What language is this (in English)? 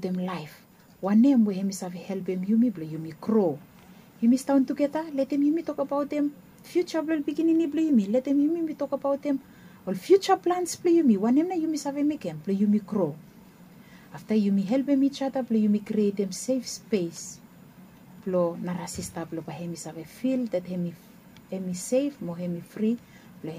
Bislama